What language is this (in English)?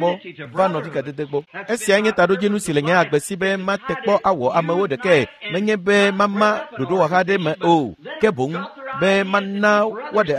Ewe